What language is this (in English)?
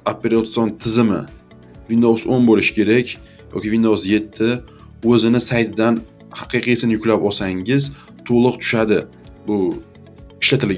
Uzbek